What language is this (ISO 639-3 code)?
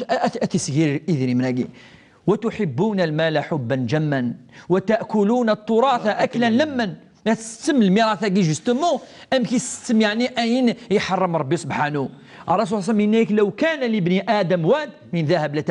kab